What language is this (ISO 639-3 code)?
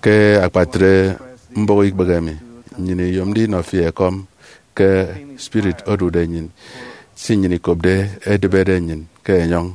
efi